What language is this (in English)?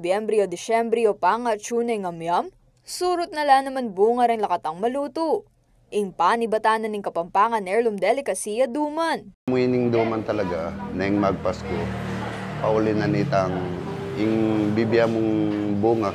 Pampanga